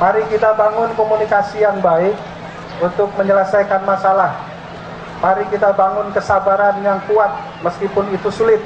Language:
Banjar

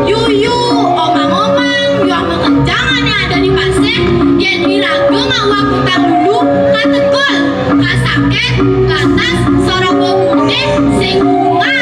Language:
Balinese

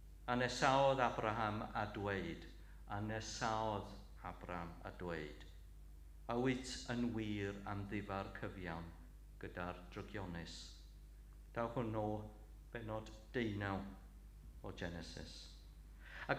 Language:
Welsh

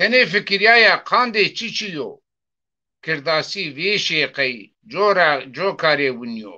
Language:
Zaza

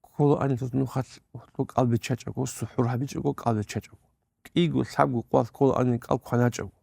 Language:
Avaric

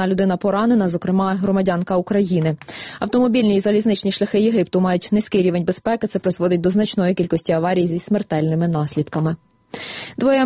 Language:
Ukrainian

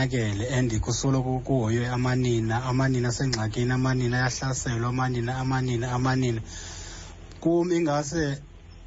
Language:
Xhosa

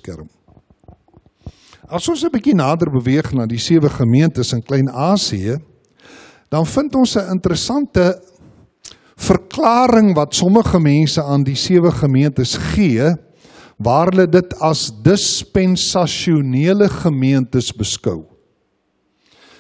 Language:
Afrikaans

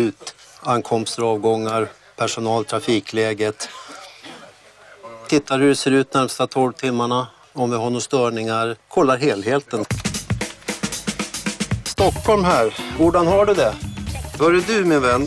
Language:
Swedish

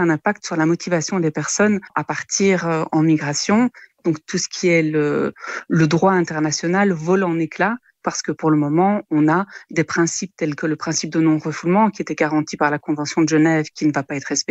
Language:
French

